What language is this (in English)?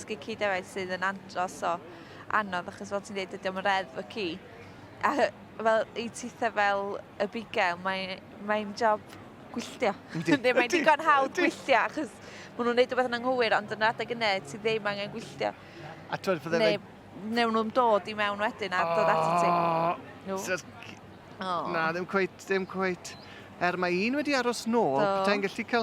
Welsh